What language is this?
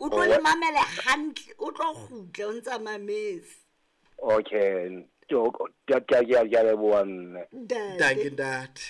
Southern Sotho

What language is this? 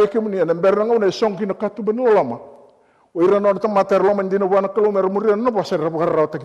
Fijian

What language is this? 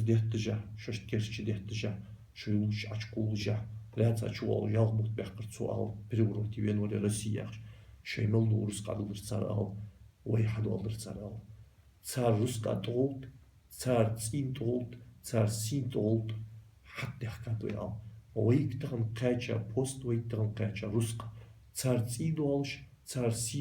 Ingush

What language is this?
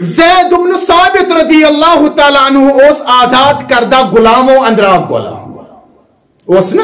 Kashmiri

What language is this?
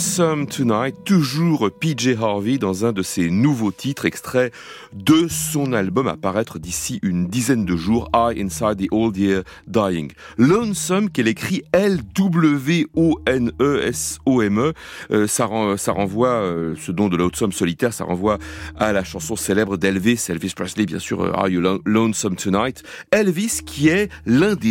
French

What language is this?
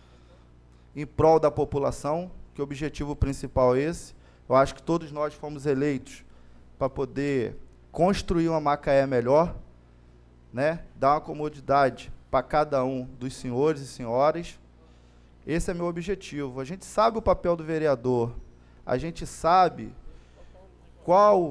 Portuguese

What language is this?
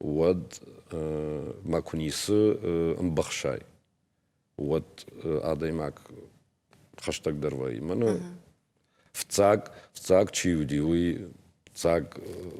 Ossetic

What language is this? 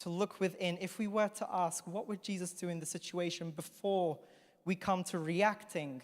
English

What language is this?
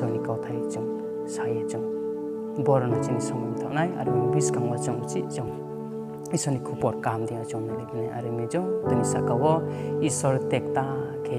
Riang (India)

